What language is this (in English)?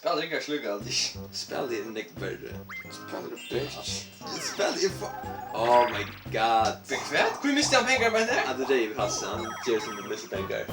Faroese